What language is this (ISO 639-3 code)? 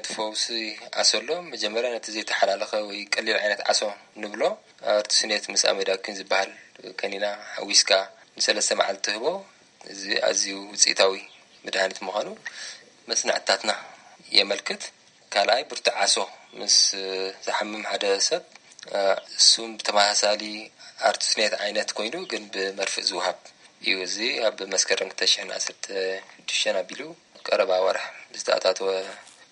tir